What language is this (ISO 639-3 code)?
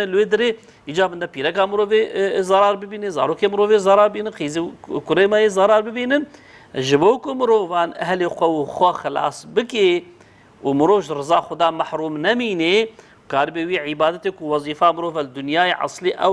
kur